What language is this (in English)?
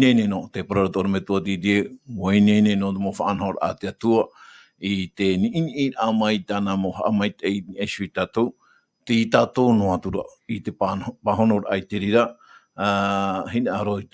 Tahitian